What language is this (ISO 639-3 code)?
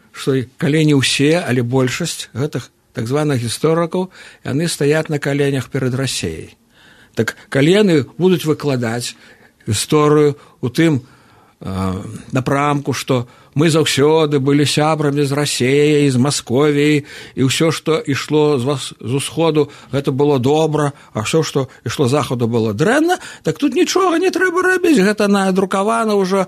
bel